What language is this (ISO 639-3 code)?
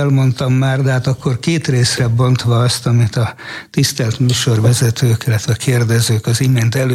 hun